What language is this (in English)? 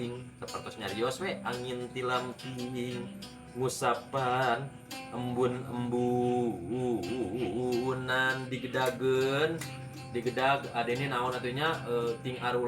Sundanese